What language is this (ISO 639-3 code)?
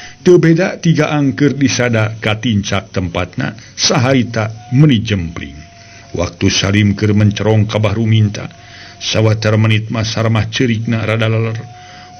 sun